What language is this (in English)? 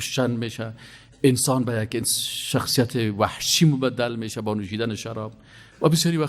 Persian